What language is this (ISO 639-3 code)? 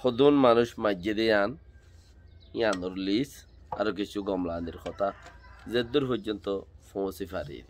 rhg